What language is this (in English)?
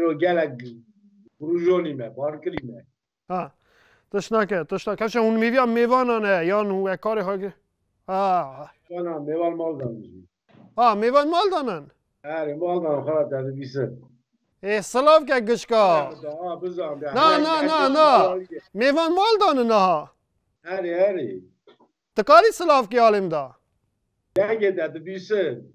Kurdish